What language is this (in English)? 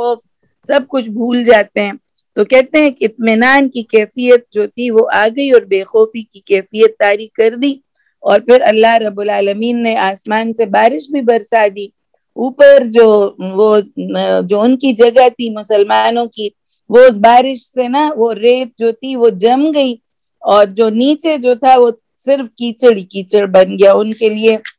Urdu